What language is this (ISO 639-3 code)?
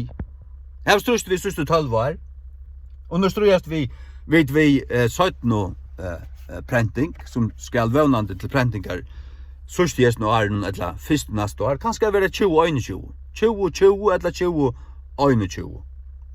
fao